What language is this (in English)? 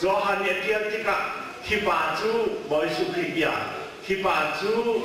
Hakha Chin